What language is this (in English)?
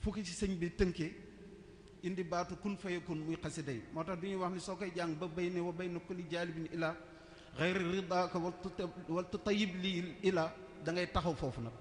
Wolof